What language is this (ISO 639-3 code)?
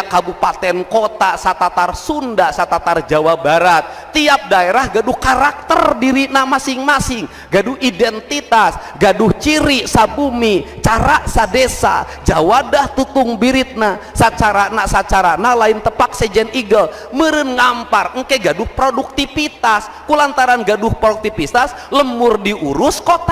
sun